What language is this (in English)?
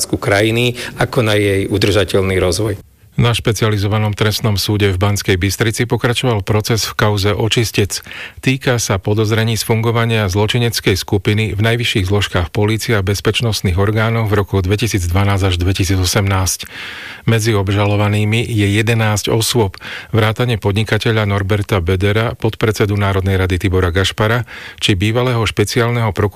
Slovak